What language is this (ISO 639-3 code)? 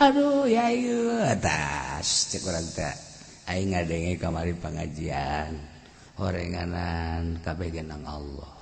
sun